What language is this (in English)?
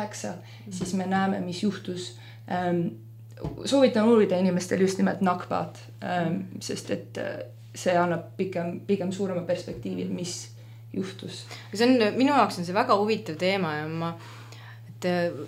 Estonian